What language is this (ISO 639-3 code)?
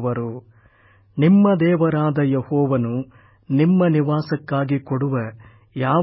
kan